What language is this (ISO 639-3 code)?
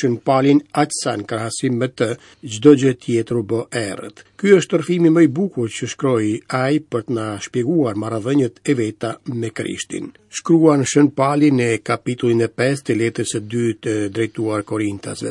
sqi